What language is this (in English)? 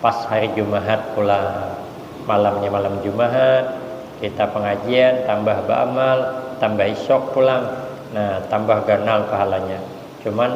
Banjar